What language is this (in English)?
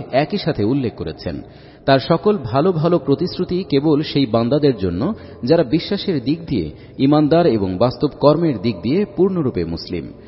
Bangla